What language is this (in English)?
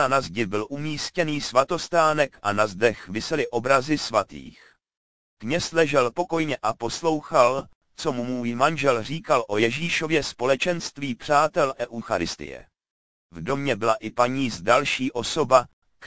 Czech